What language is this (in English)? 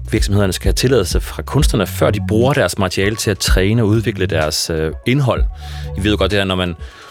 Danish